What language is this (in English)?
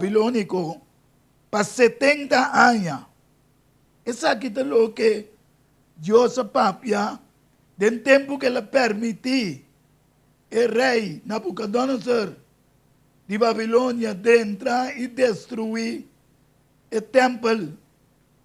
Papiamento